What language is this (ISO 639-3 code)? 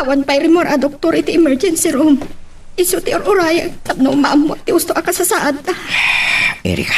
ilo